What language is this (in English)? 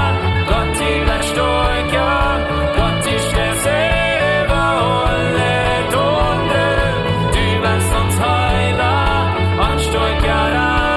Plautdietsch